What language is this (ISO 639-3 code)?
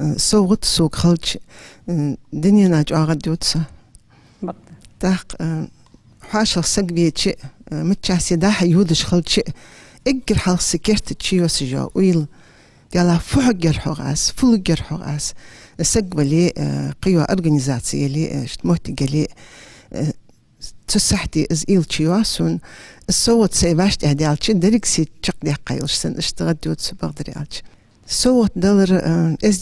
inh